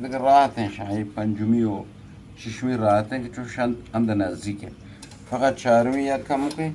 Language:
Eastern Balochi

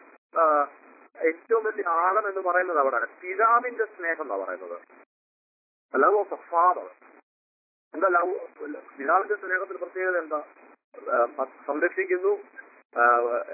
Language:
Malayalam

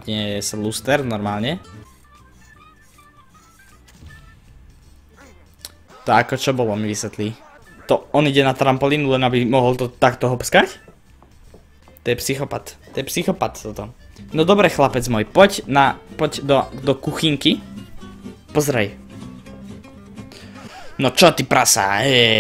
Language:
Slovak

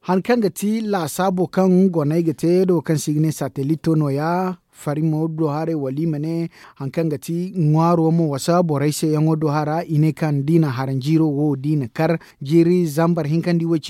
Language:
Zarma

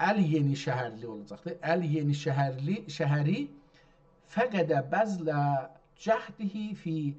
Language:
South Azerbaijani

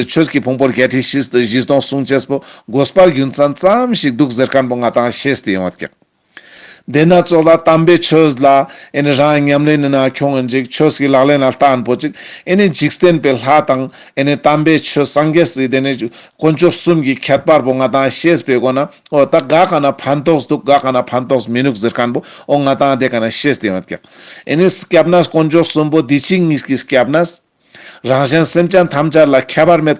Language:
Ladakhi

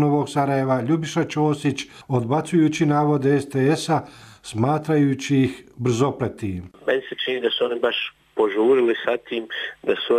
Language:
Croatian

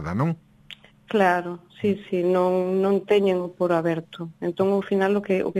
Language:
Galician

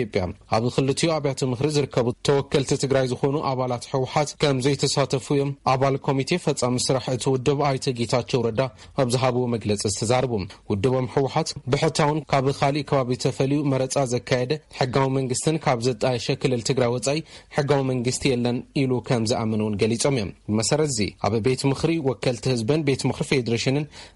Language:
Tigrinya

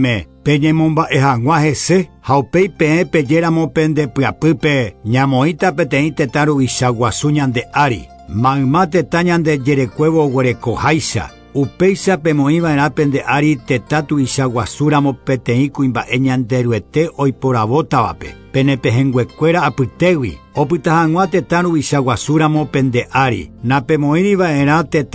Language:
Guarani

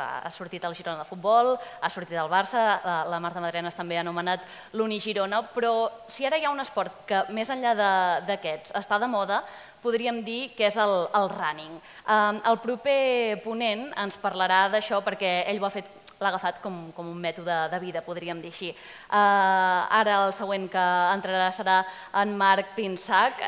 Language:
Catalan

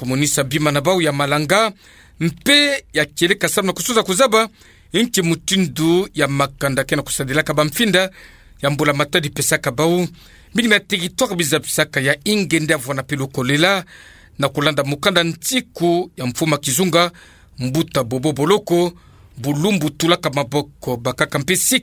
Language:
Kituba (Democratic Republic of Congo)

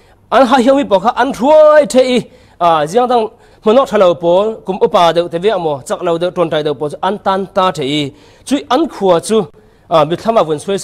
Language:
Falam Chin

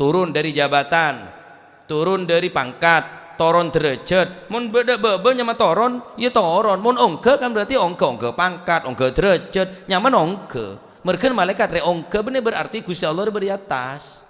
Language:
Madurese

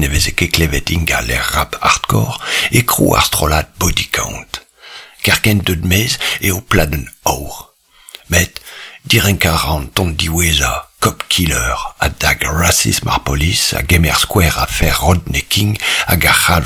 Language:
Breton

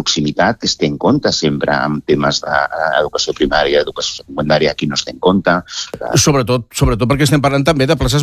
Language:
Catalan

